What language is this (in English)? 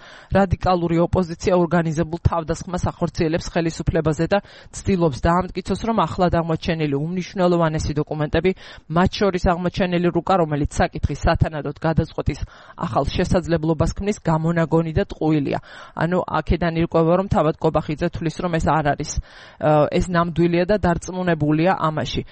Georgian